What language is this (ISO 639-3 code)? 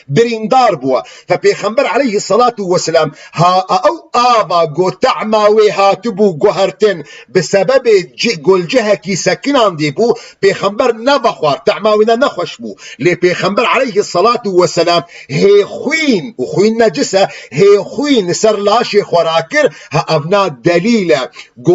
kur